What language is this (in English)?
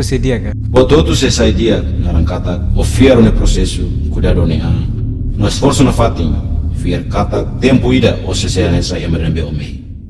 Tetum